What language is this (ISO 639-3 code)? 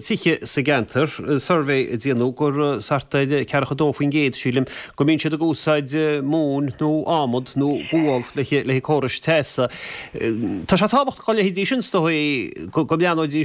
gle